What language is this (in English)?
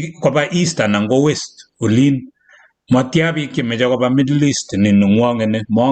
Kalenjin